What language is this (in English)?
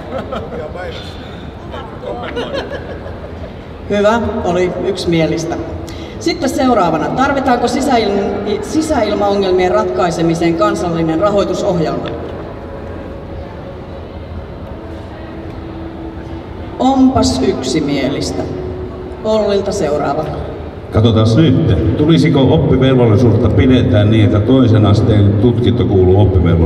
Finnish